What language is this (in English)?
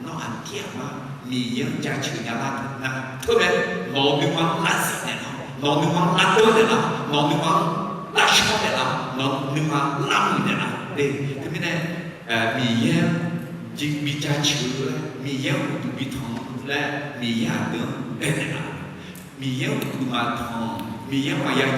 Akha